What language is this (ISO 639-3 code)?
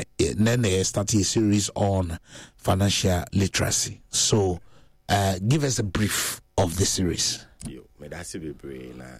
aka